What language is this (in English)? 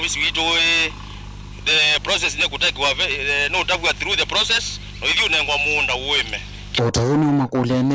Kamba